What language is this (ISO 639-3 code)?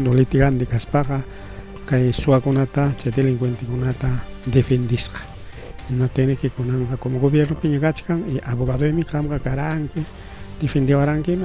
quy